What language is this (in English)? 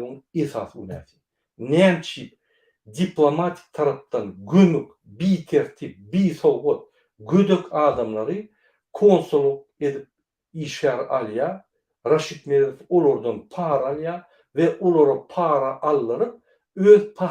Turkmen